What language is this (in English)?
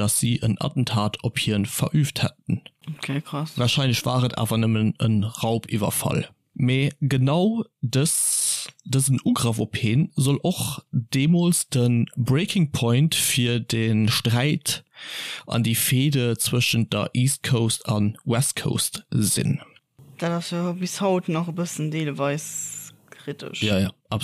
Luxembourgish